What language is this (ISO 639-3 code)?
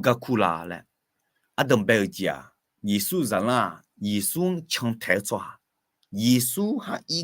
ahk